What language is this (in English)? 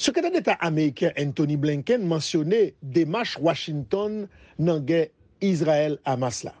Haitian Creole